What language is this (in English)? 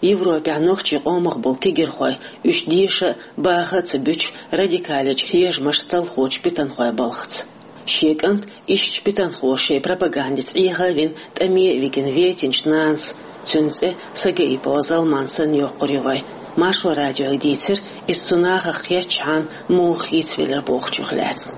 Chechen